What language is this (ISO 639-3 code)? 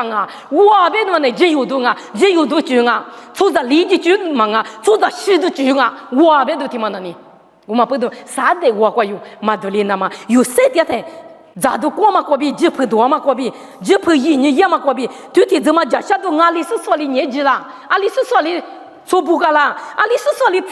lis